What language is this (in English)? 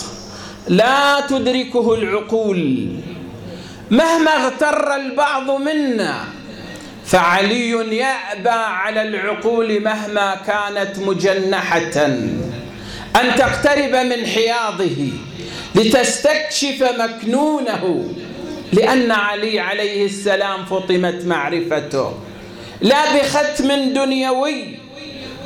Arabic